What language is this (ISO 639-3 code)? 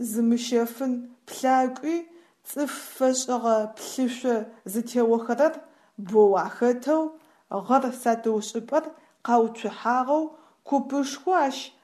ady